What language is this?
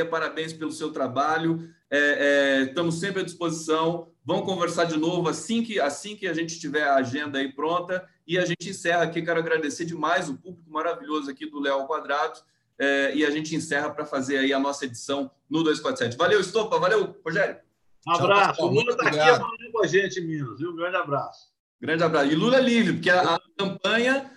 Portuguese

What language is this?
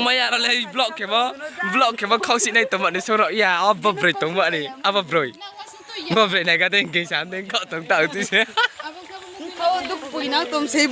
Riang (India)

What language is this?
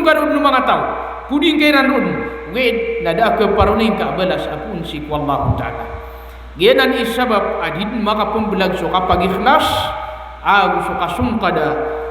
Maranao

